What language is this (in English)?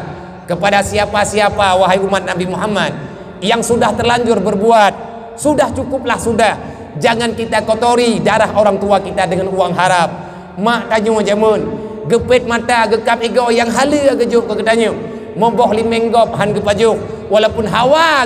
Achinese